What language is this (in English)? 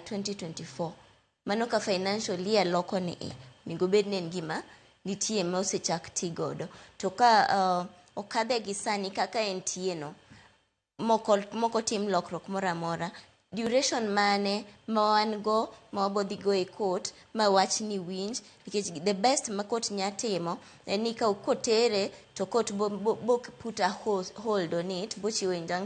Luo (Kenya and Tanzania)